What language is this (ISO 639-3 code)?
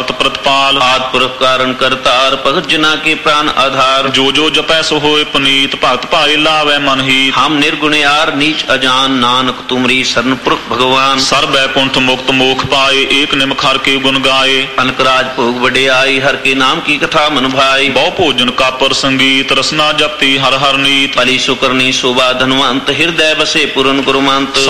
pan